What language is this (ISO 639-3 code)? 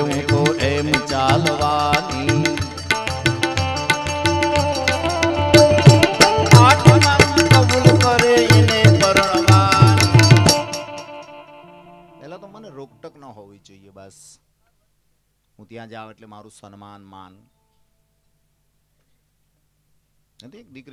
guj